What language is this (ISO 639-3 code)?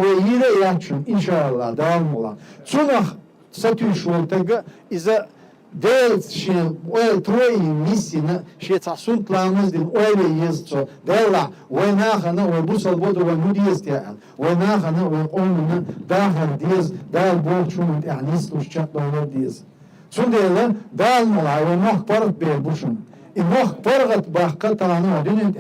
che